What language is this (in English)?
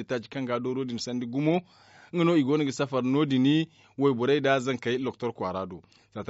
Zarma